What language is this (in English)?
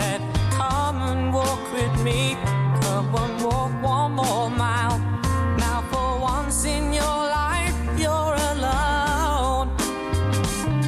English